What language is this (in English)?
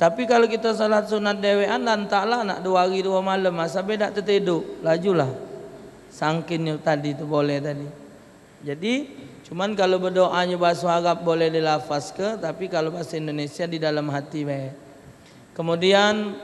Musi